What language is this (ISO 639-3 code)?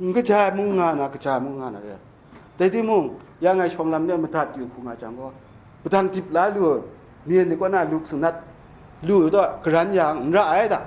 kac